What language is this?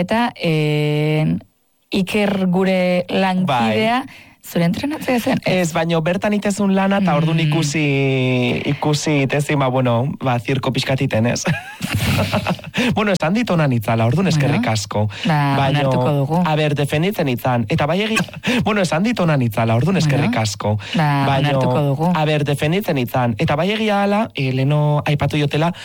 Basque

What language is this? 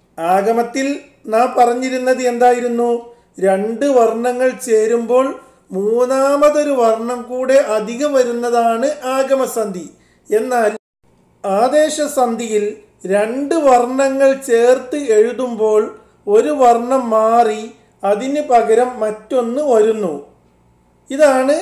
Malayalam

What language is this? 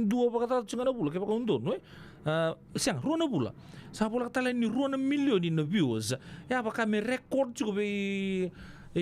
Fijian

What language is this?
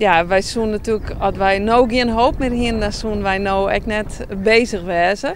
Western Frisian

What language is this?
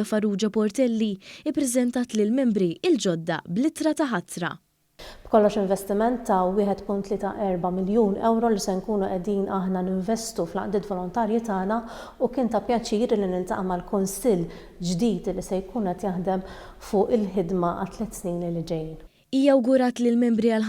Maltese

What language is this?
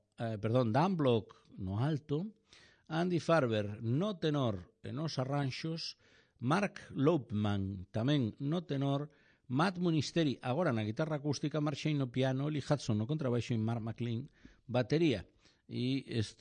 Galician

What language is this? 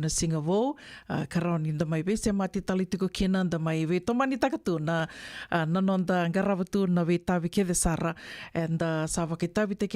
Fijian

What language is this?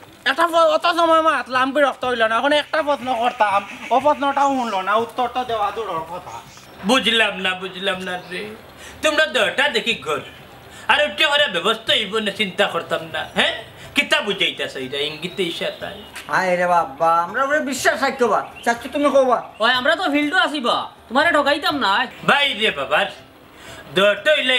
Sylheti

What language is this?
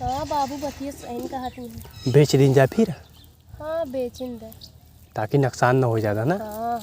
Awadhi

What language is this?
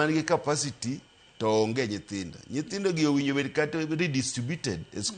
Luo (Kenya and Tanzania)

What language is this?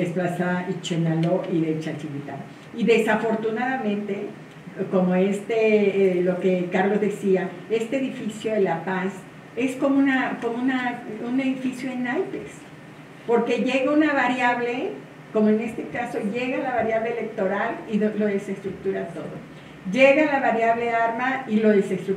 Spanish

